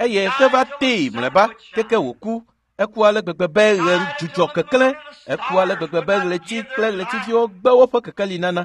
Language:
Ewe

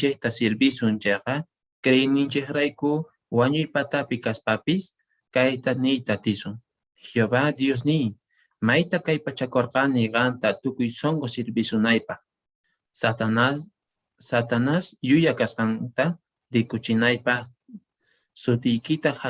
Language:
Quechua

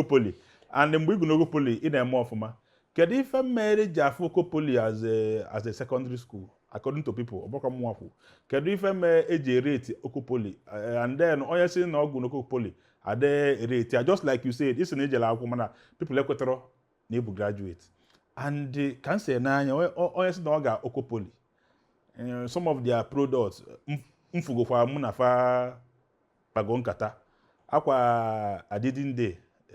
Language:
Igbo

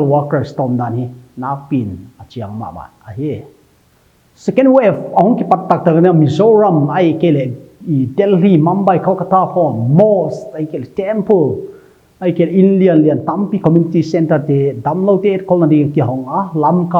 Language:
Paite Chin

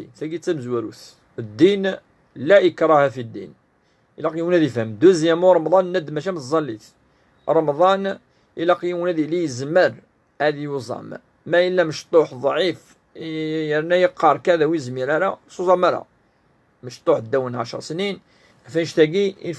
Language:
Kabyle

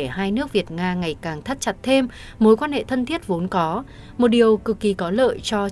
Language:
Vietnamese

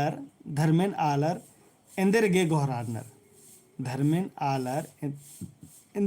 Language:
Kurukh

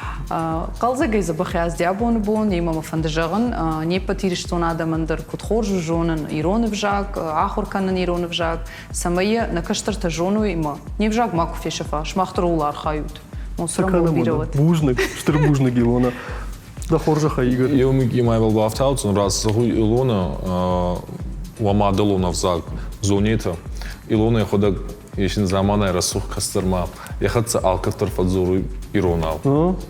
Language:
Ossetic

